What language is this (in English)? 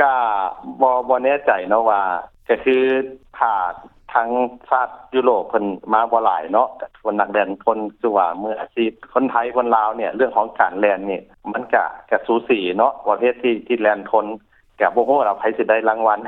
Lao